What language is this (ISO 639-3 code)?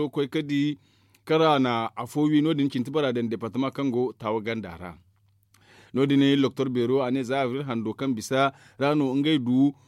dje